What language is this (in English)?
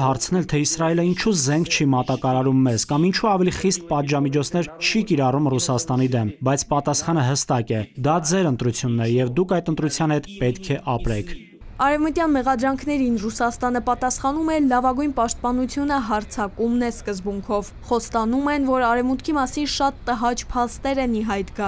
Armenian